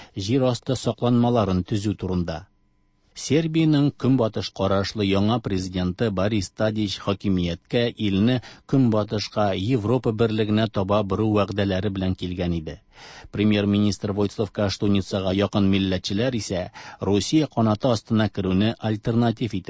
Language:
Tatar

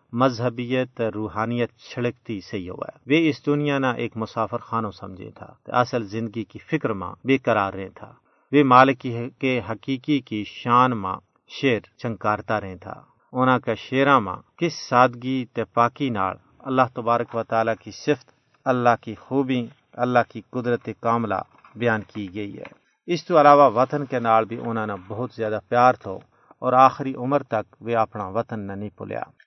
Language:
Gujari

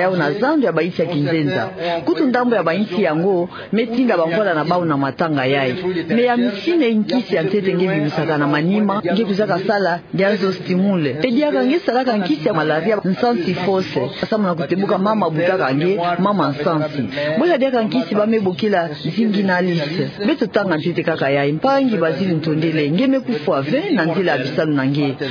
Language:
Kituba (Democratic Republic of Congo)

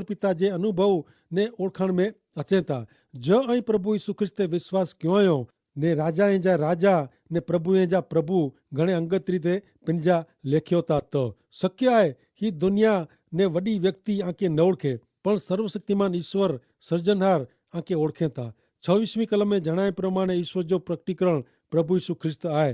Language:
Kachhi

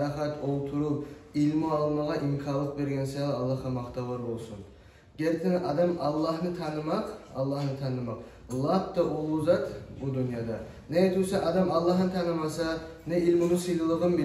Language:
Kumyk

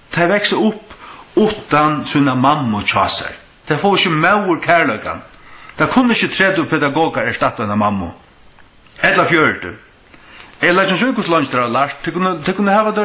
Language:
Faroese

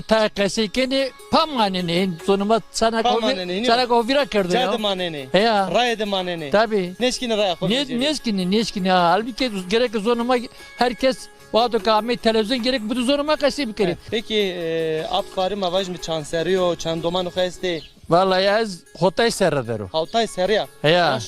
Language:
Zaza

